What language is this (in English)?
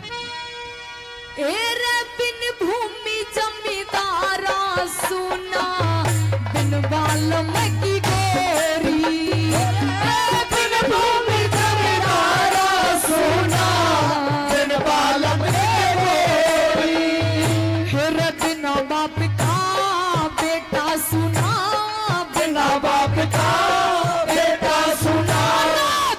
Haryanvi